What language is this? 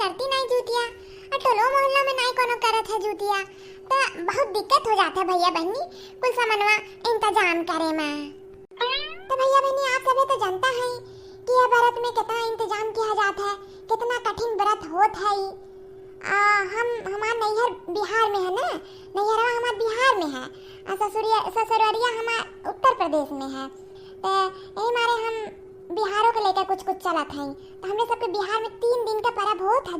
Awadhi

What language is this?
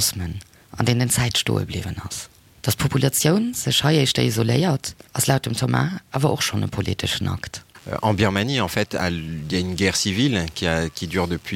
Luxembourgish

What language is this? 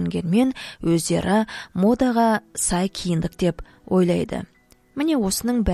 Kazakh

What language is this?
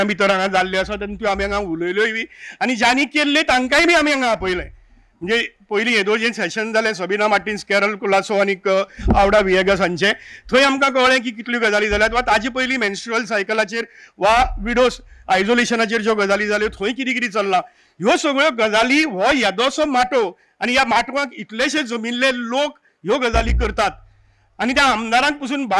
Konkani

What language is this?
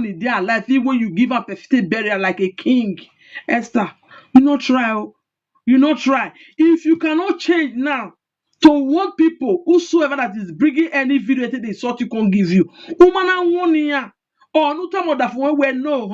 Nigerian Pidgin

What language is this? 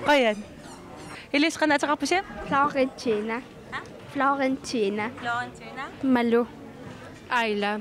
Kalaallisut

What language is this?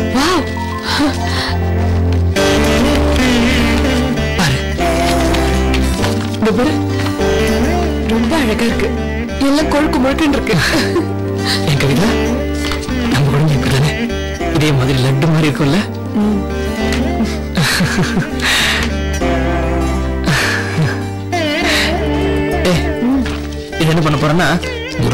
Tamil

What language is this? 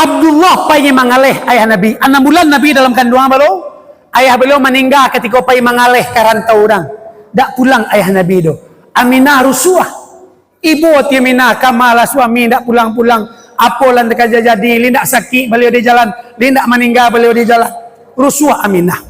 Minangkabau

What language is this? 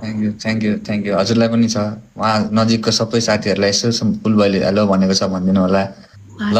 Nepali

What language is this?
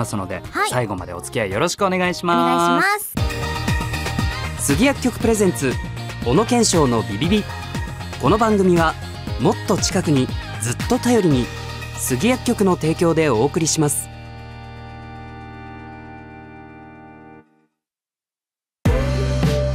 Japanese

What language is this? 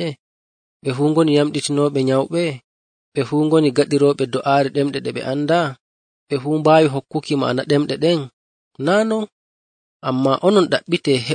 Nigerian Fulfulde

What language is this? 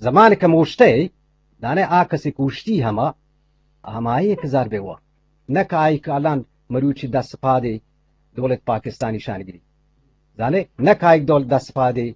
Eastern Balochi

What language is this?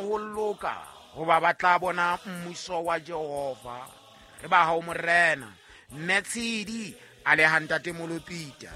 Southern Sotho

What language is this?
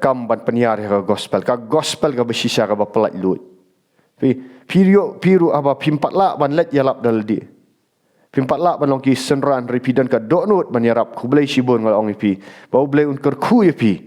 Khasi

